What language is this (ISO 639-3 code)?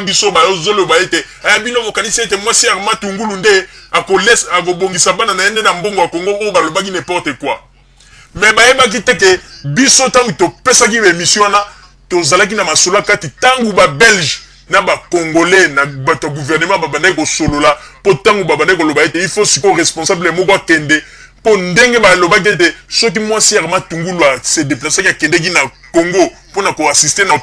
lin